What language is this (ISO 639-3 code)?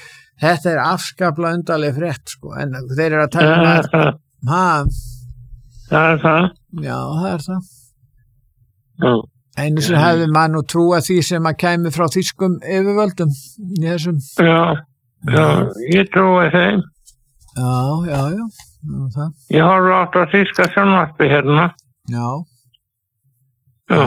isl